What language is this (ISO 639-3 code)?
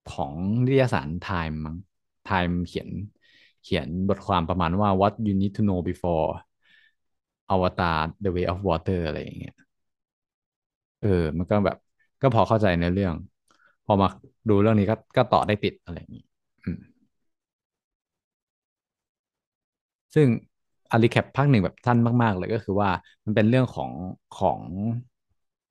tha